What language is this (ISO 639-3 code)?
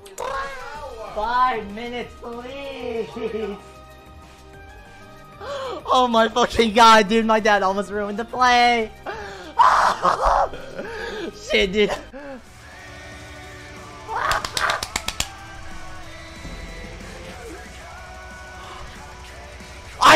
eng